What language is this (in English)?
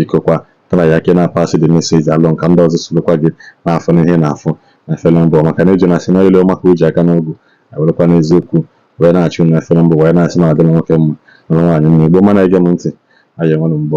Igbo